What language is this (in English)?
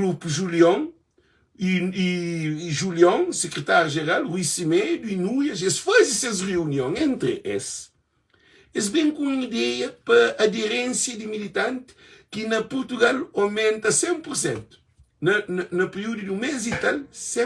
Kabuverdianu